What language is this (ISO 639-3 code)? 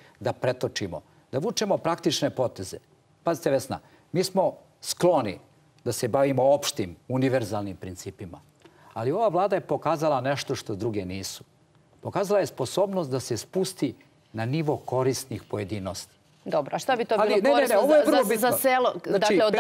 srp